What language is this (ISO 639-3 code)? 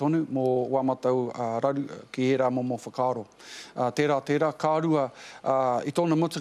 mri